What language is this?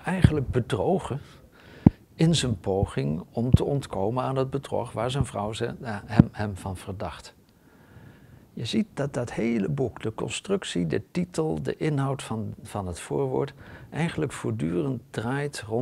Dutch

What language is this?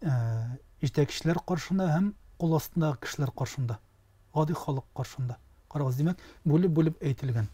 Tatar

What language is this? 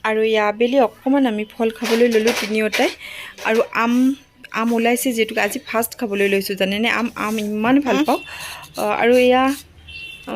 Assamese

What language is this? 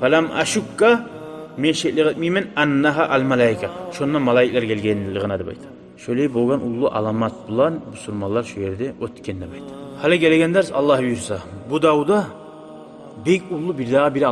Kumyk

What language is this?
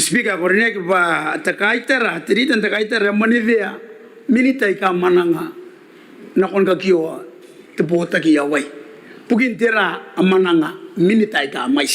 Gilbertese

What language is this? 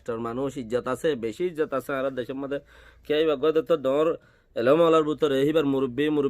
Rohingya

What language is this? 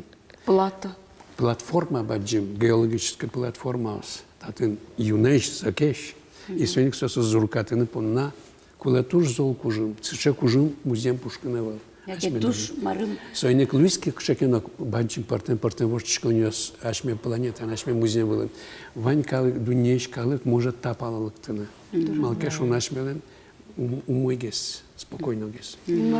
Udmurt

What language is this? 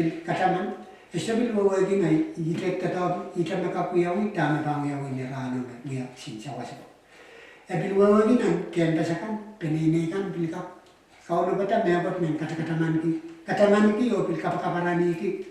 Pohnpeian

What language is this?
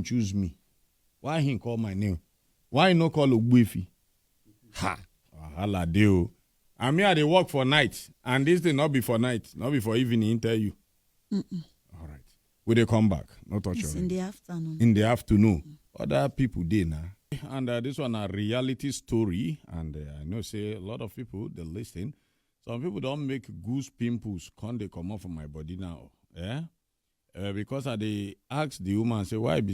Nigerian Pidgin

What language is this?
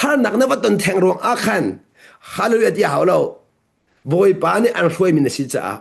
Hakha Chin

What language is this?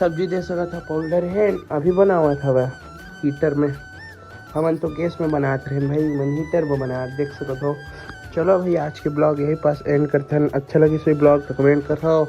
Chhattisgarhi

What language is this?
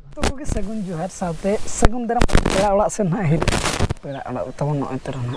Santali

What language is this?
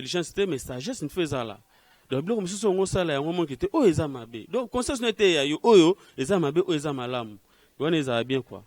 Lingala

